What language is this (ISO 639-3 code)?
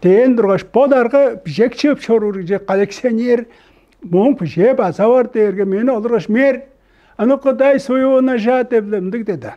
tyv